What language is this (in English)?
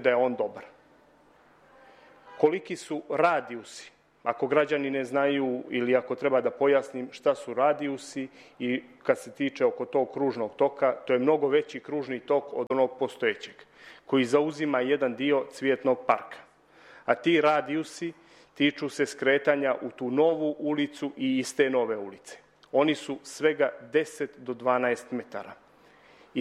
Serbian